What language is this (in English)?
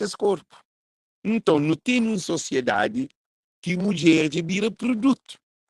Kabuverdianu